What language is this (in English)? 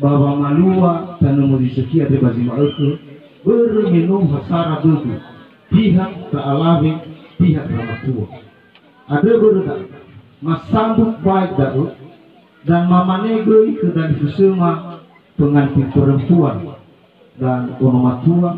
Nias